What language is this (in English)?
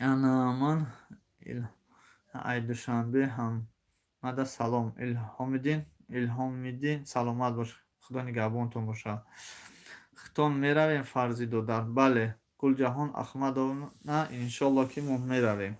Tajik